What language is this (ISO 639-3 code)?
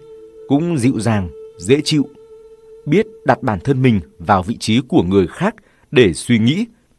vie